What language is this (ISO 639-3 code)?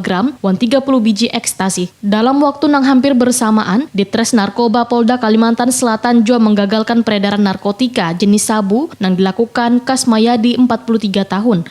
bjn